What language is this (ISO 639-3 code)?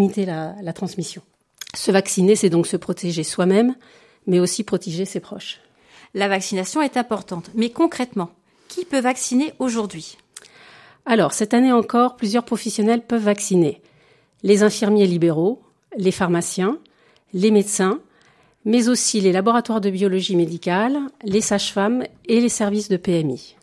fra